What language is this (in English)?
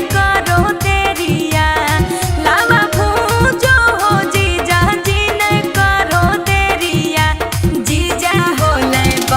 Magahi